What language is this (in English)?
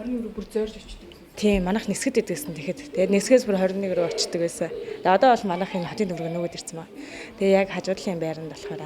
Mongolian